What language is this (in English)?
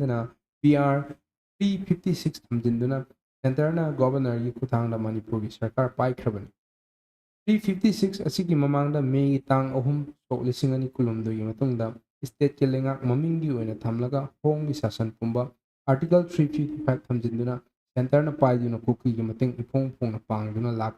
Manipuri